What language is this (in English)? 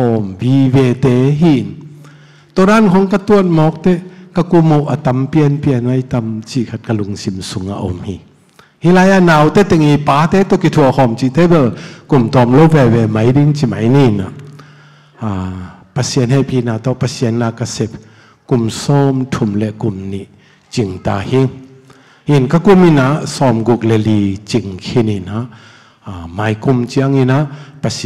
Tedim Chin